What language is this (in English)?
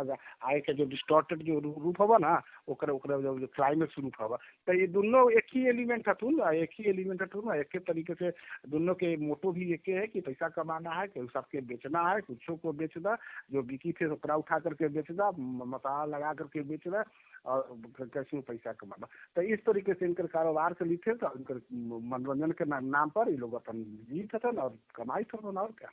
Magahi